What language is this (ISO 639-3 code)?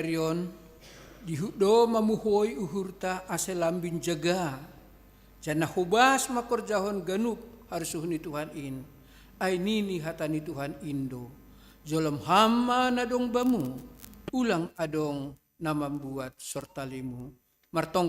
bts